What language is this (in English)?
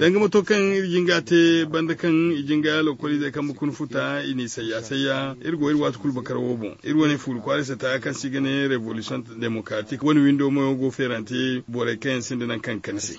Zarma